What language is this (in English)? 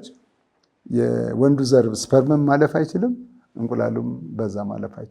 Amharic